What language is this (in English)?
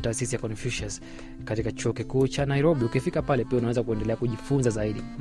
Swahili